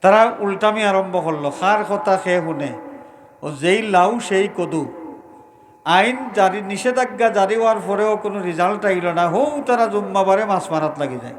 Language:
Sylheti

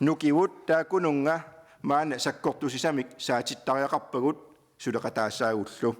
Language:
Kalaallisut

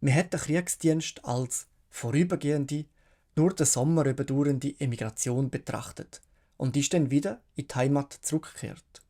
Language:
Swiss German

